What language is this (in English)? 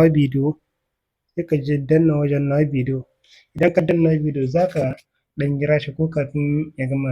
Hausa